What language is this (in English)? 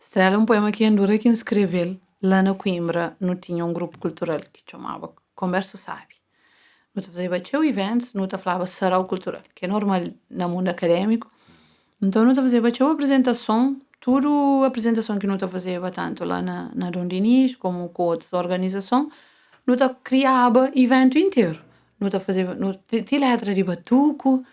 Kabuverdianu